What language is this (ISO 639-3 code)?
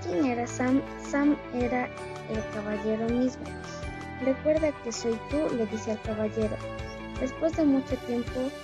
spa